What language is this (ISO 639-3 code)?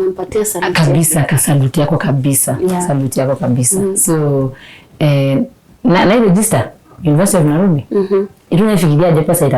mas